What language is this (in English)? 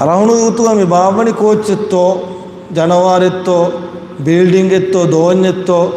Divehi